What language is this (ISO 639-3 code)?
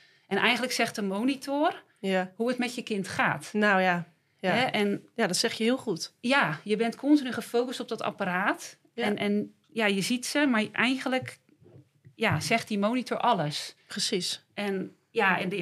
nld